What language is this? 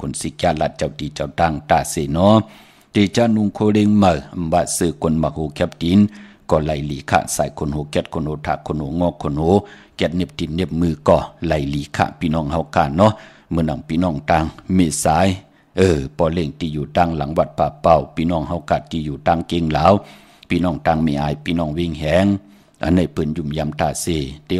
Shan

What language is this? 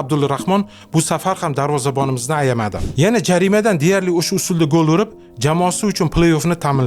Uzbek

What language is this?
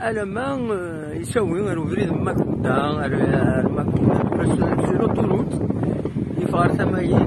Kabyle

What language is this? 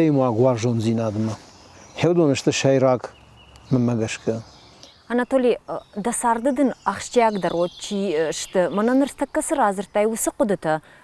Ossetic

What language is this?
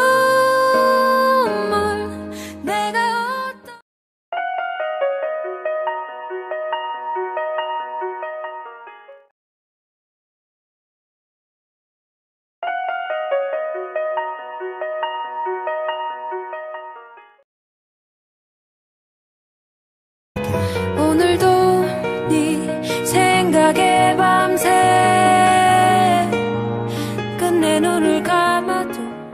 Korean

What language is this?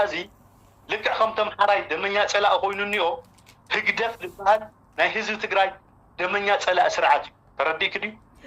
Tigrinya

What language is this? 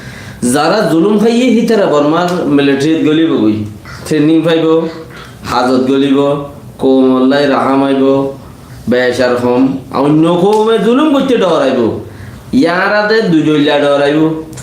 Rohingya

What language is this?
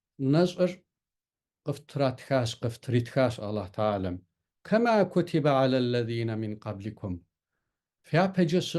Kabardian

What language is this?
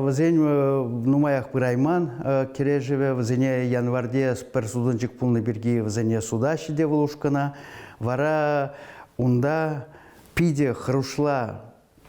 Chuvash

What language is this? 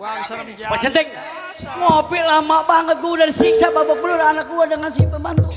Betawi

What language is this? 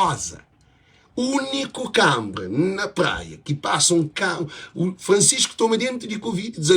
Kabuverdianu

